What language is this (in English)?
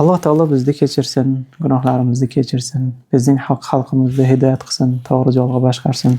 Uzbek